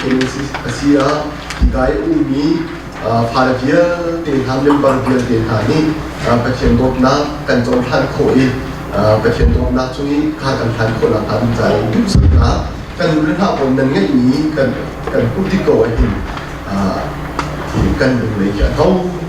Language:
Hakha Chin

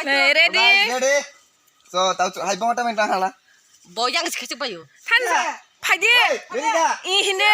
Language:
Kok Borok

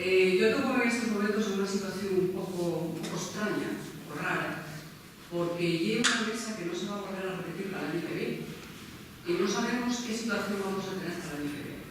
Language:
Asturian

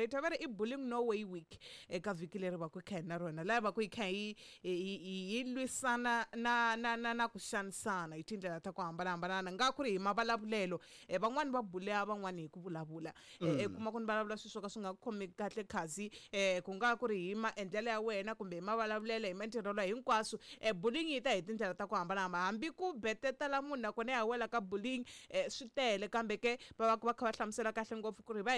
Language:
Tsonga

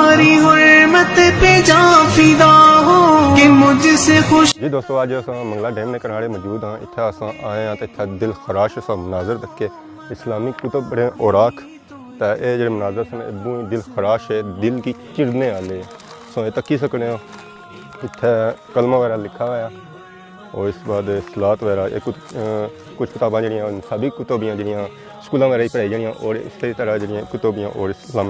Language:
Pahari-Potwari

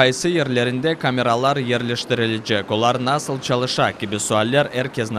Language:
Crimean Tatar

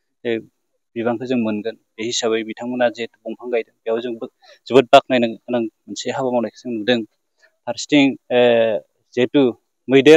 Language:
Bodo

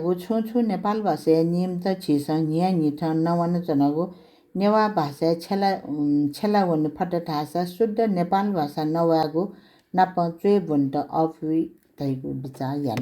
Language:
Newari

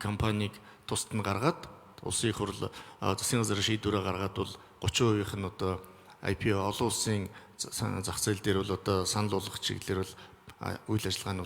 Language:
Mongolian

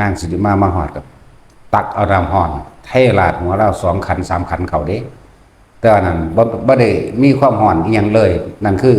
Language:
Northeastern Thai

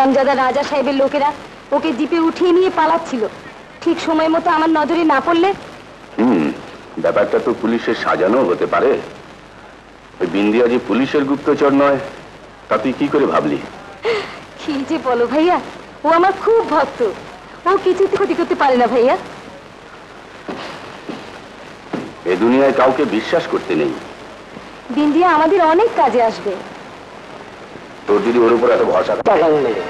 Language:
Bangla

